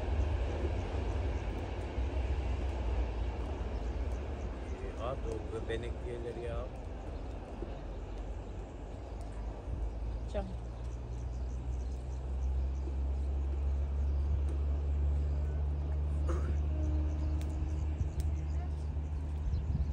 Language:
Turkish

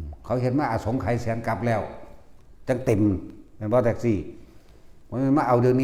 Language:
Northeastern Thai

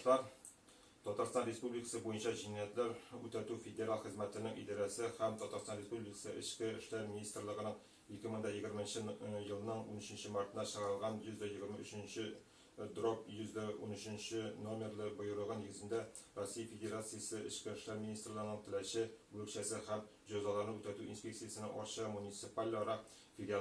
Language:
Tatar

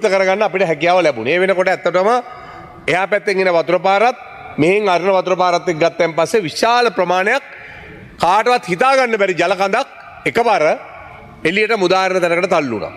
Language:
Sinhala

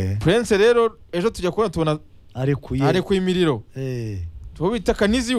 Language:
Kinyarwanda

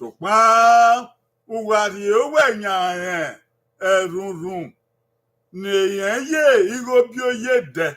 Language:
Bini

